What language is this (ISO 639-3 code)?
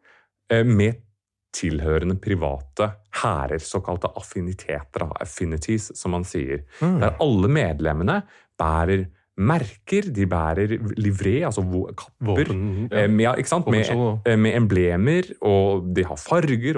nor